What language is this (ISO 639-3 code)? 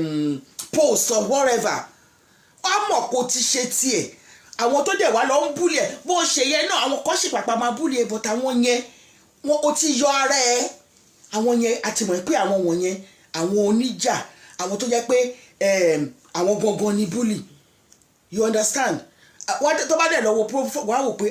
yor